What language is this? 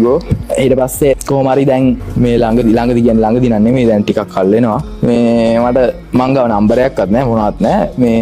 Sinhala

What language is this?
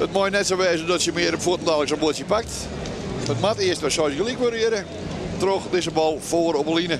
Western Frisian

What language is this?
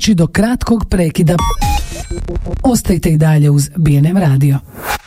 Croatian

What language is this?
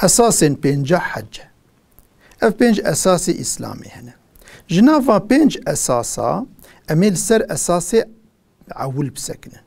Kurdish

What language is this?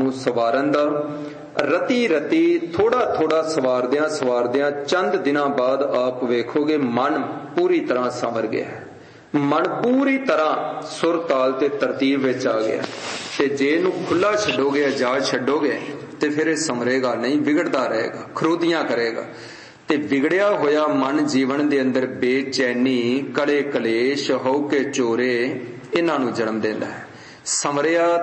Punjabi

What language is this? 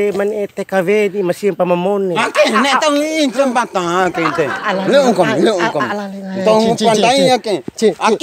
Bima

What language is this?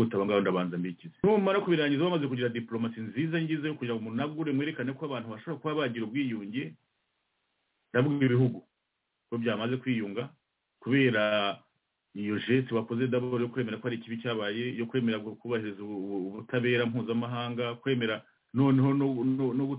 Kinyarwanda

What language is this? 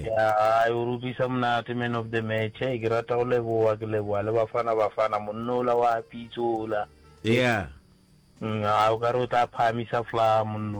Northern Sotho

